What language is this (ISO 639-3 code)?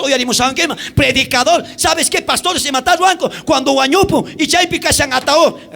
quh